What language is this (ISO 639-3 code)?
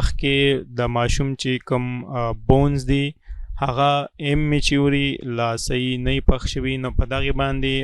pus